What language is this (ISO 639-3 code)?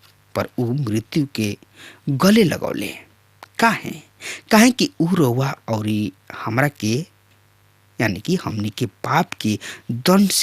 bho